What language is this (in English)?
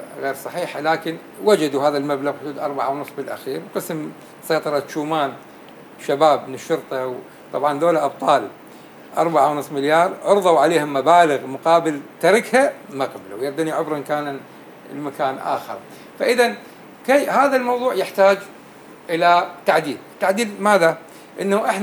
North Levantine Arabic